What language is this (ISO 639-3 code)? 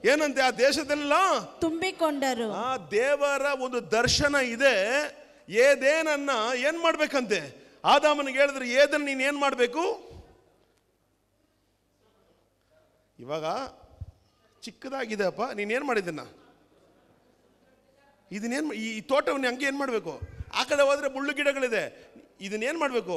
kan